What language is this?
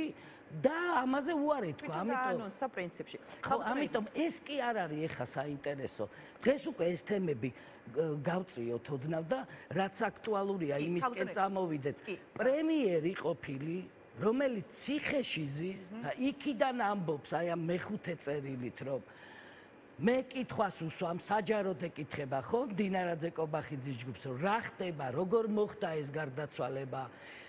Georgian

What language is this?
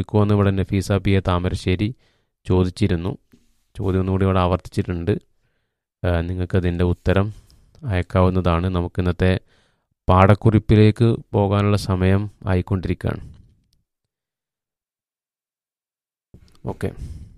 Malayalam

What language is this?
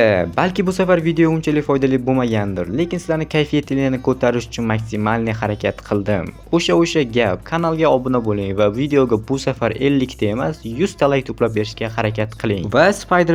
Uzbek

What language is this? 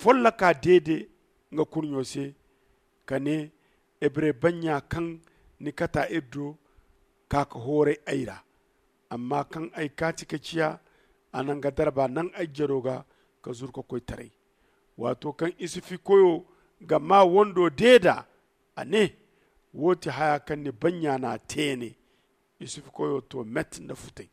Zarma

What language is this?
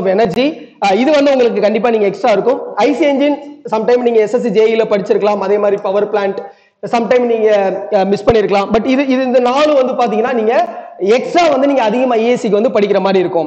Tamil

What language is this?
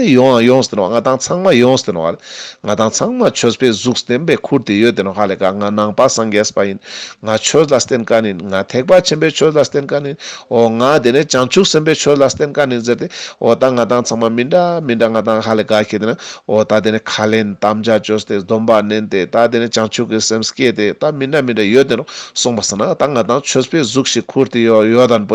Ladakhi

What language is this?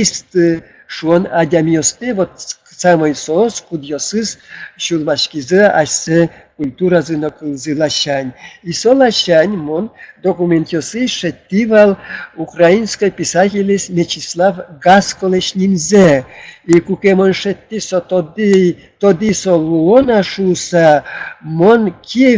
Udmurt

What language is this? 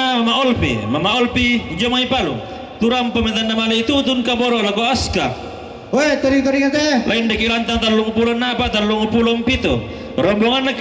Toraja-Sa'dan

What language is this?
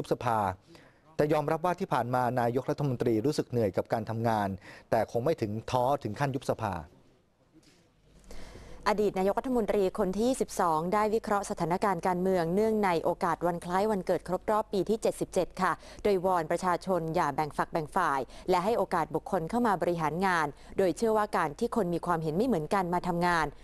Thai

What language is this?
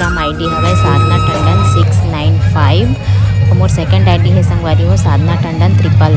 Chhattisgarhi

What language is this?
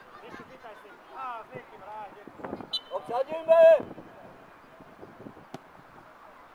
Slovak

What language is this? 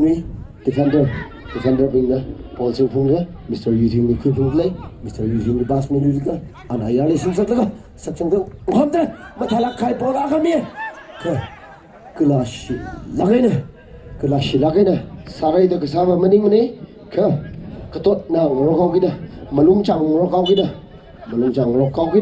Tangkhul Naga (India)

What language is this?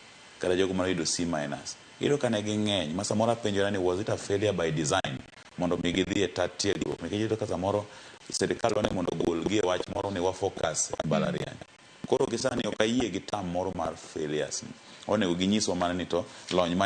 Luo (Kenya and Tanzania)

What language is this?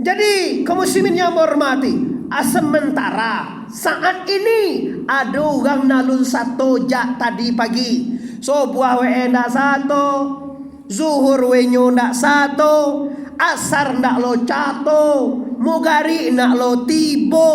Minangkabau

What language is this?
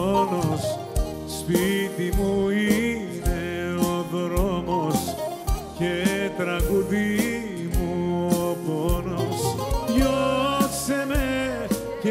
Greek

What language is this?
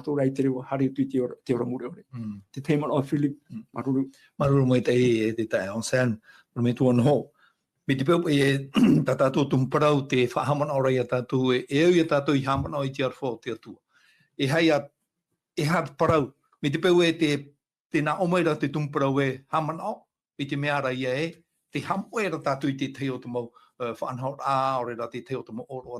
Tahitian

